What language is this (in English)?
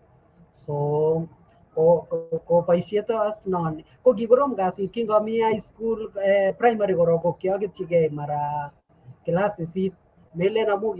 Kalenjin